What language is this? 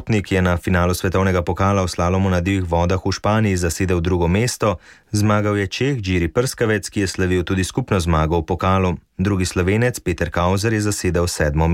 Slovenian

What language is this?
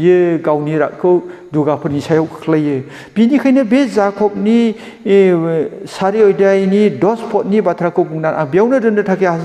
Bodo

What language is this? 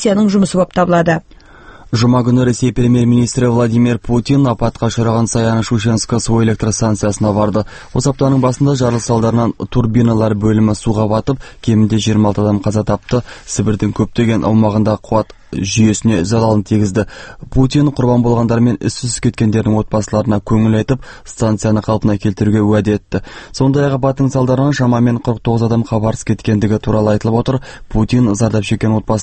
Kazakh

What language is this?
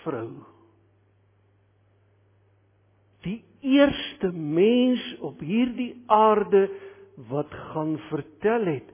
Afrikaans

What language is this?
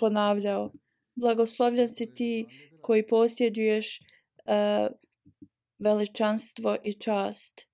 Bosnian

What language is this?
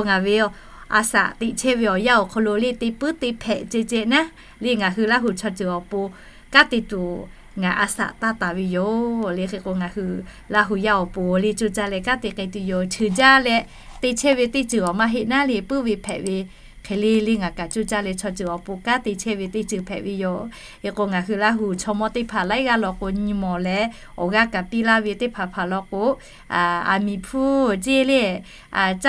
Lahu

